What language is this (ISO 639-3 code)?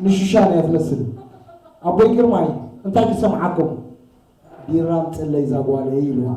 tir